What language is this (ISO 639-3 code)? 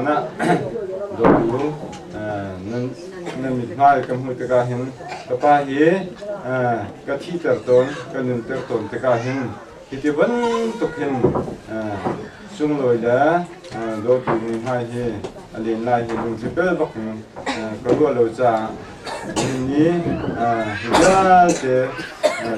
cnh